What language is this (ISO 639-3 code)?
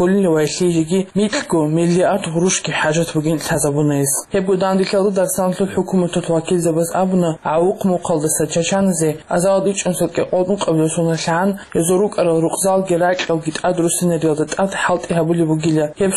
ava